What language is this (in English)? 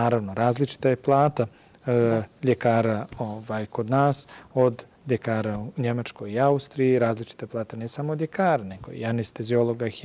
Bosnian